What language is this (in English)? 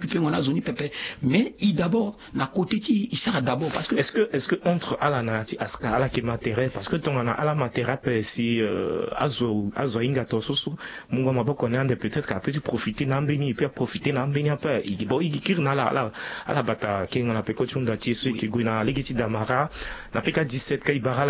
Sango